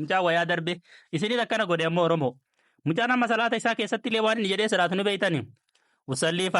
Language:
Oromo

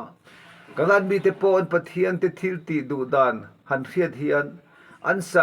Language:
Mizo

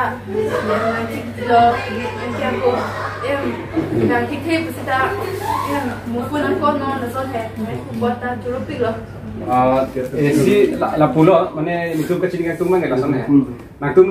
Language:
Karbi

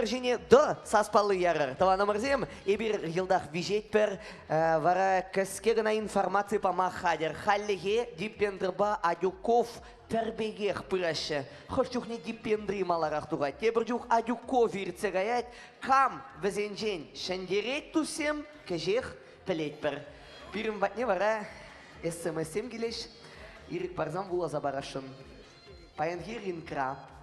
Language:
Chuvash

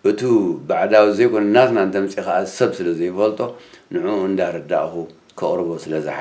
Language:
Tigrinya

